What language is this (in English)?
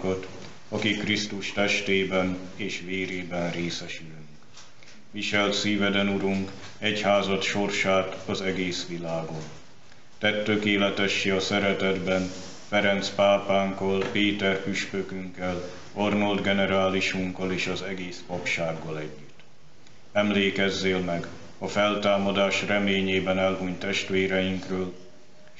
Hungarian